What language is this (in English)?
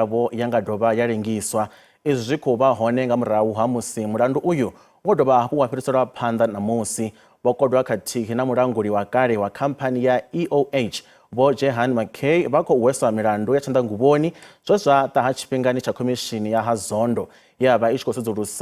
Venda